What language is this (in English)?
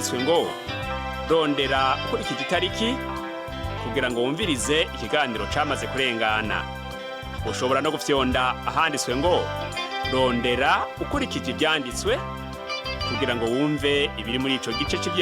Rundi